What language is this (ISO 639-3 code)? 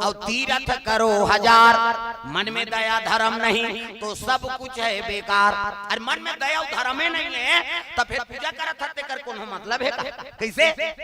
hne